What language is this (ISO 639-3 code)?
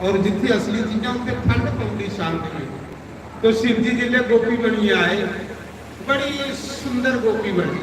doi